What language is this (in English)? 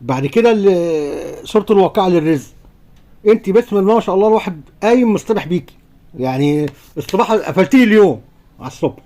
Egyptian Arabic